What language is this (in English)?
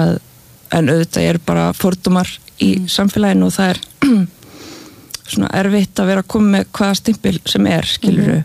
Icelandic